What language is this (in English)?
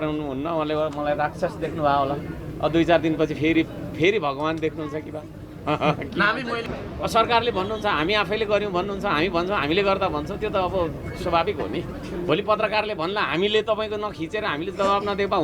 Nepali